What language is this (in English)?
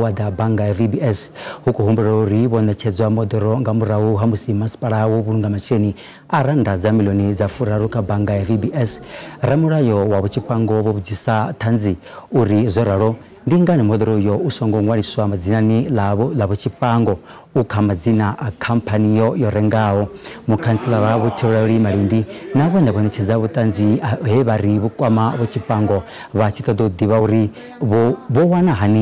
Venda